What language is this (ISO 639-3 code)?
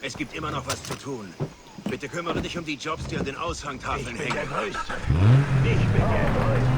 bar